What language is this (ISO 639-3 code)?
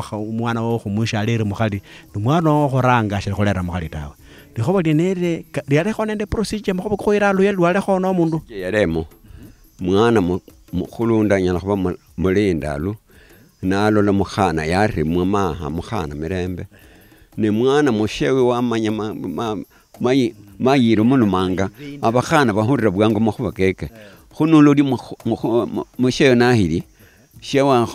luy